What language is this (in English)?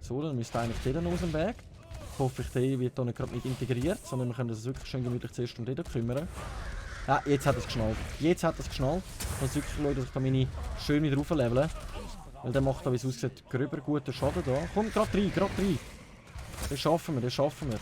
Swiss German